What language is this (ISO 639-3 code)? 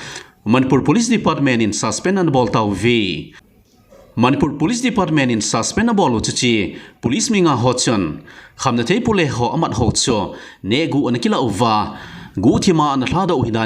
tcz